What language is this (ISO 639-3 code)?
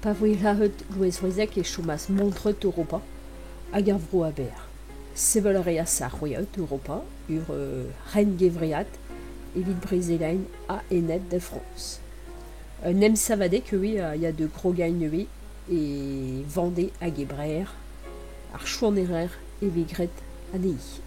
bre